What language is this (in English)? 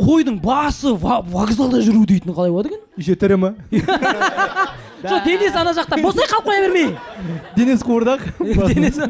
Kazakh